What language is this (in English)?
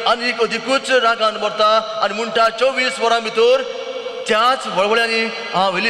Konkani